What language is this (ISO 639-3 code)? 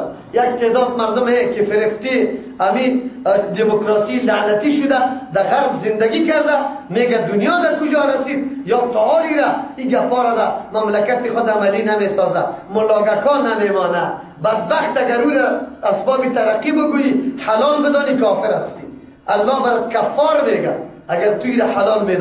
fas